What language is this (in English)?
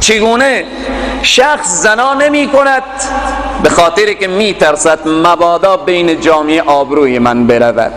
Persian